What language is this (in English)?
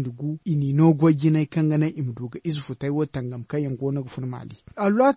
Zarma